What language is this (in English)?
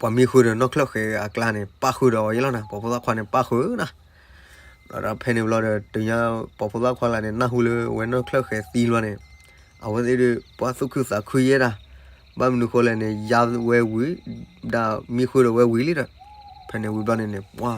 S'gaw Karen